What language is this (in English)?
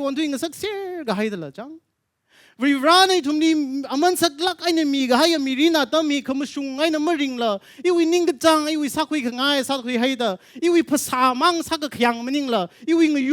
Tangkhul Naga (India)